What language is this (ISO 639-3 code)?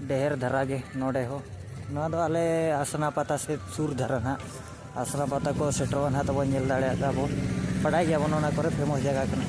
sat